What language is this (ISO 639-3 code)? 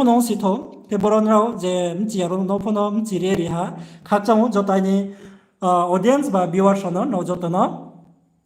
ria